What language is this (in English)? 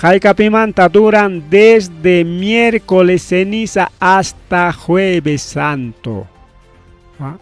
Ayacucho Quechua